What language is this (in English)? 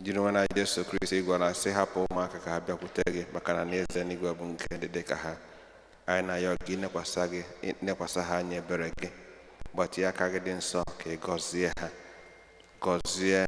Igbo